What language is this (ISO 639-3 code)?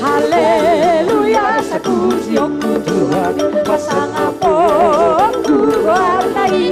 bbc